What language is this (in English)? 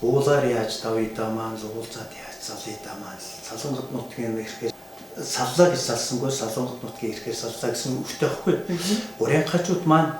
Mongolian